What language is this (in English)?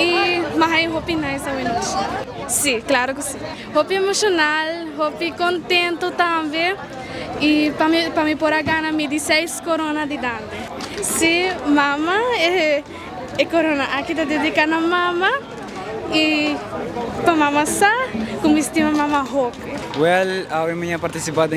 Papiamento